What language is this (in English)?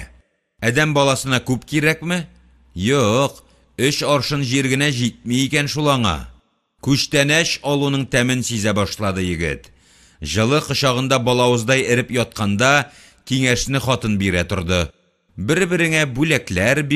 Tatar